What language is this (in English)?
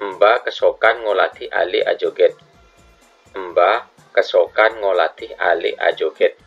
Madurese